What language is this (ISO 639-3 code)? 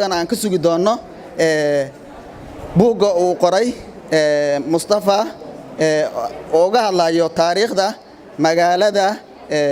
som